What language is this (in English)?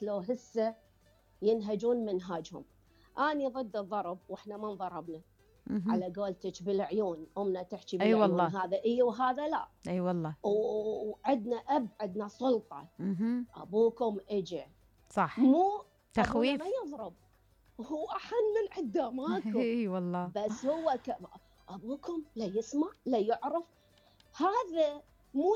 Mesopotamian Arabic